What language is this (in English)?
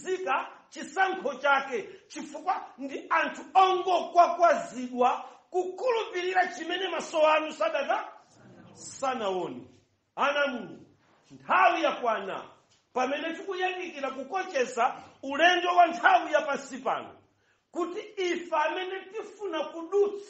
Nyanja